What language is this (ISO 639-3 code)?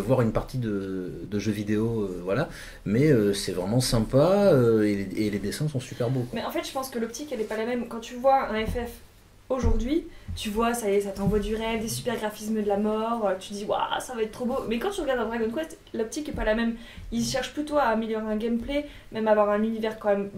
fra